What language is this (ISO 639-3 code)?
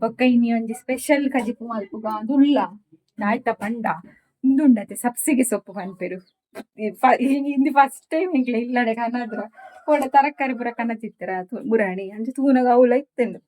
tcy